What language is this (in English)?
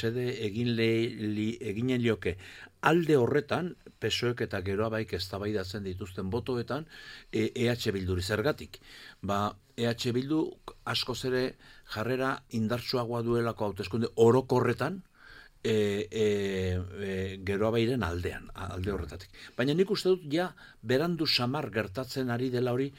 Basque